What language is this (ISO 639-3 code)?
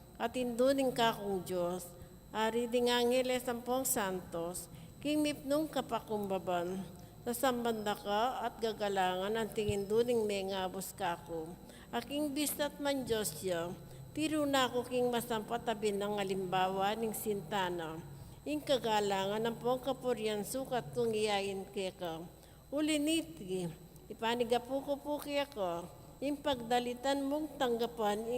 pam